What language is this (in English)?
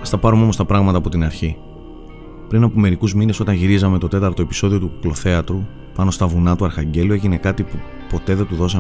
Greek